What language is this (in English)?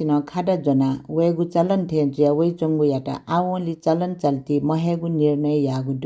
Newari